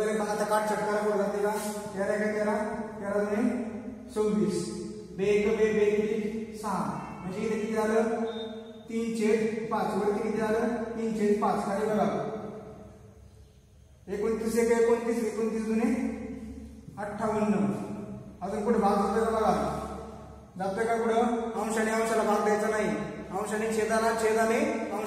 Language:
Marathi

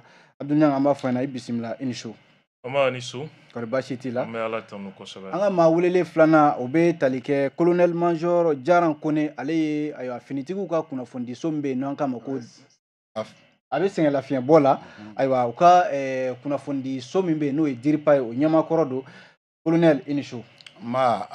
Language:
Bambara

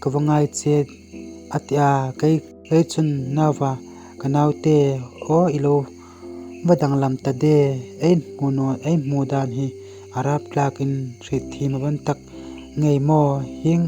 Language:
Hmar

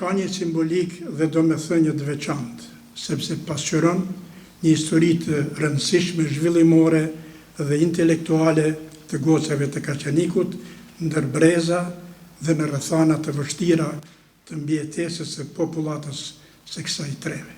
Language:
Albanian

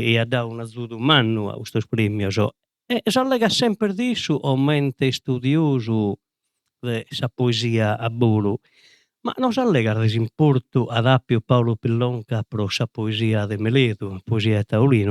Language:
Sardinian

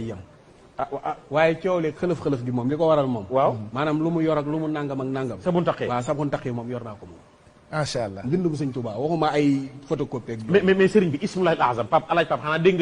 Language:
Wolof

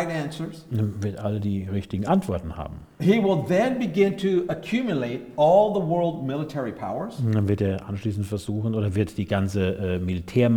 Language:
German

